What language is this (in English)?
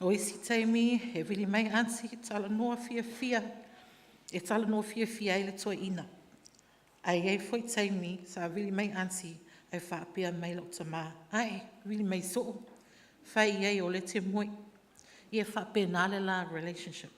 Samoan